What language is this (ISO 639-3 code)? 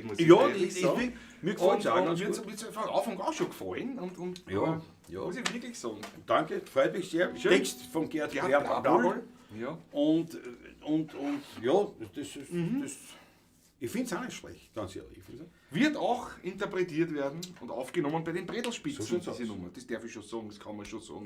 bar